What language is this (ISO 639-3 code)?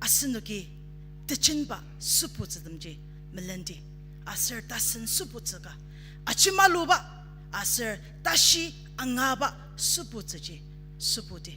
njo